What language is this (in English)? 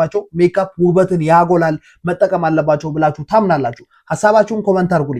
Amharic